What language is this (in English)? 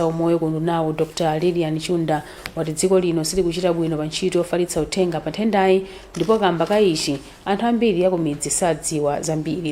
Nyanja